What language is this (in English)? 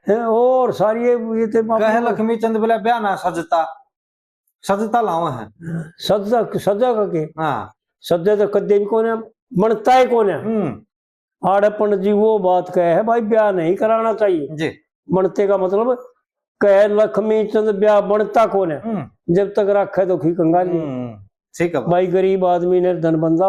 Haryanvi